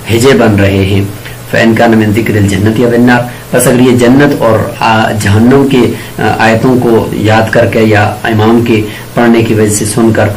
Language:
Urdu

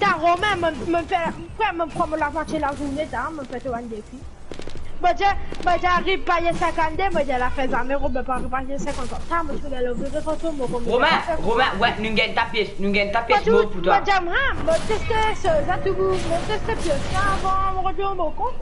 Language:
Morisyen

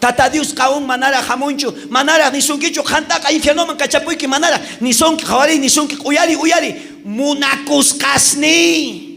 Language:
South Bolivian Quechua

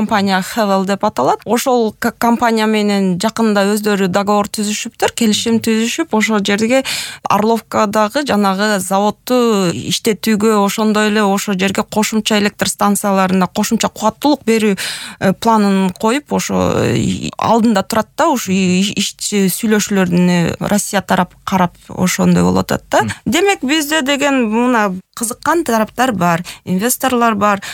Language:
Kyrgyz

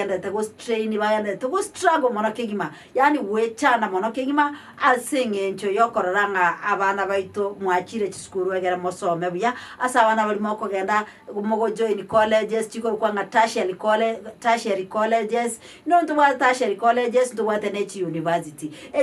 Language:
Gusii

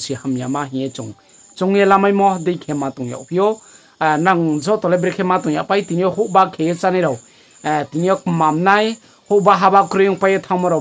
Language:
Riang (India)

